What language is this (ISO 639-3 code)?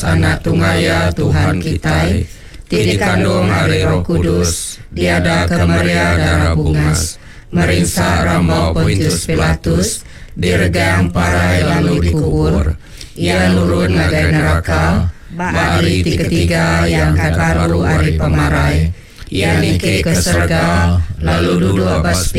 iba